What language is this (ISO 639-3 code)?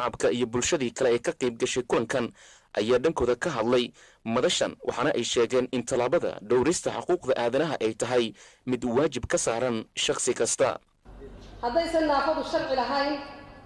som